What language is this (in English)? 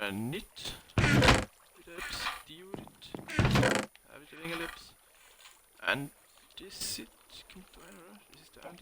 Bavarian